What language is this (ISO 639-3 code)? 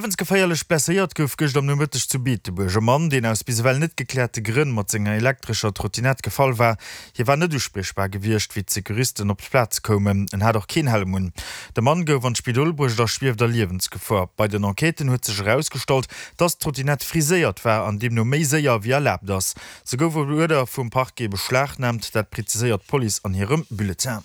ltz